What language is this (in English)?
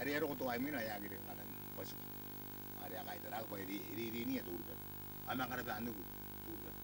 Gilbertese